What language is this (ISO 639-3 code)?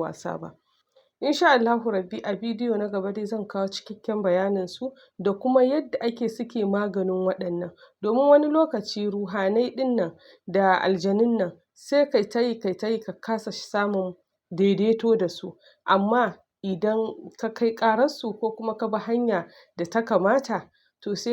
hau